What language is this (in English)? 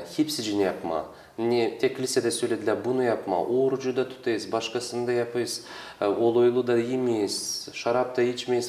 Gagauz